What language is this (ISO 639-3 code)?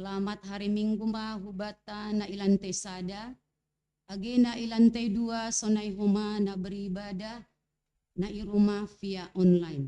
bts